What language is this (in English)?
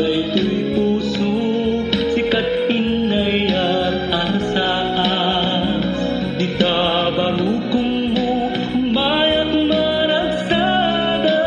Iloko